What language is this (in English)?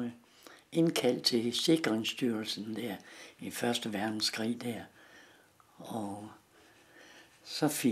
Danish